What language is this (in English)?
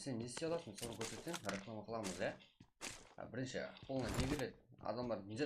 Kara-Kalpak